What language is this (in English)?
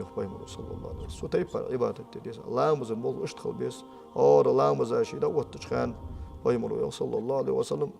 Ingush